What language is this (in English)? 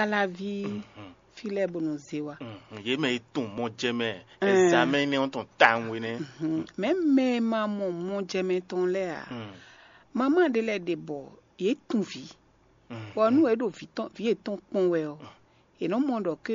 Fon